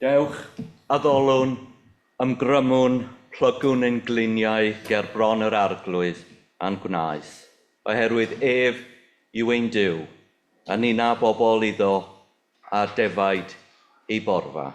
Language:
Welsh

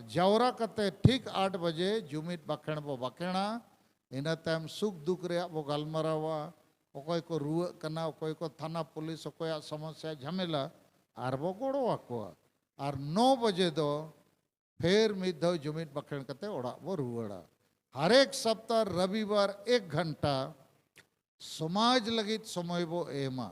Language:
Santali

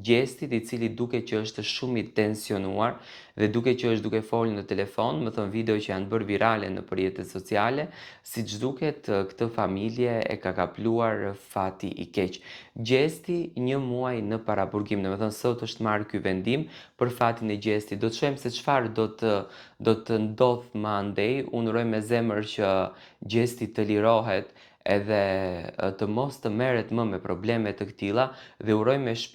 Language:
Albanian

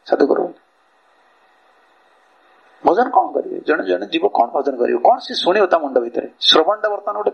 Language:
Odia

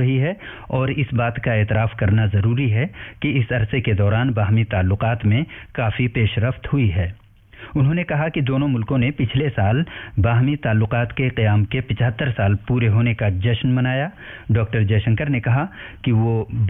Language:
Urdu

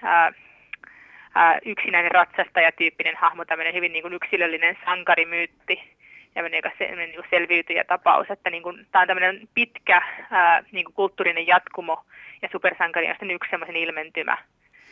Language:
Finnish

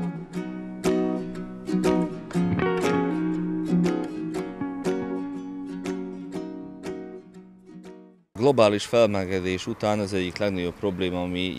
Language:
Hungarian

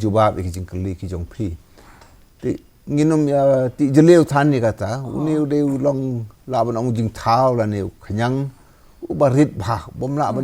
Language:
Khasi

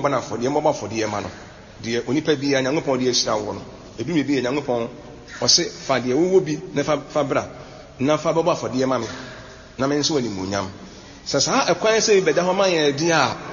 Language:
Akan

